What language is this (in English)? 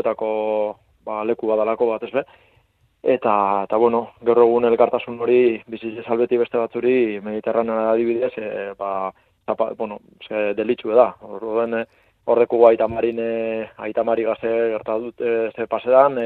Basque